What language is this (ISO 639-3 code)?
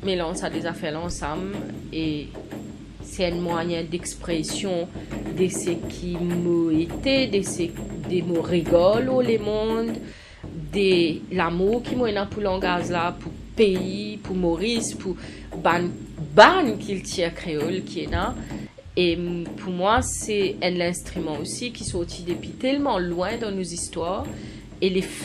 mfe